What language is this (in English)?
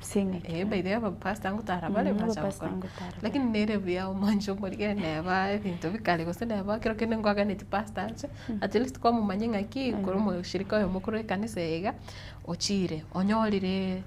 Gusii